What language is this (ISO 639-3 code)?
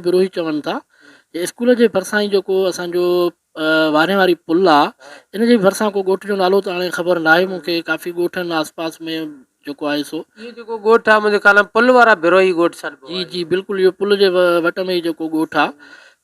snd